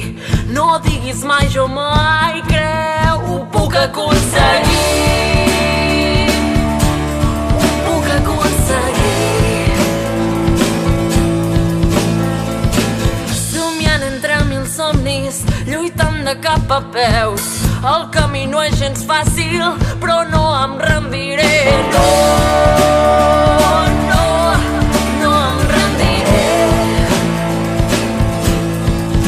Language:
Catalan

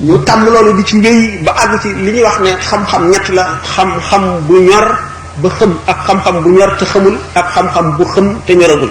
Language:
Wolof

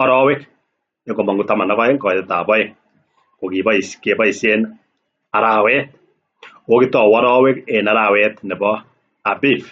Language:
Kalenjin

